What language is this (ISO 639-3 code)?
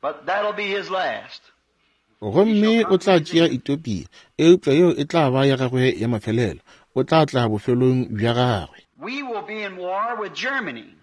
nso